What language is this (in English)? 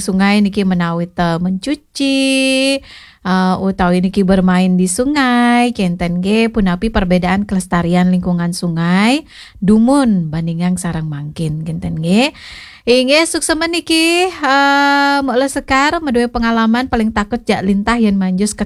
Balinese